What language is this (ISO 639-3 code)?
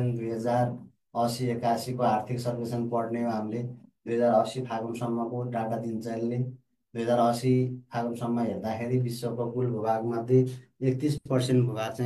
nep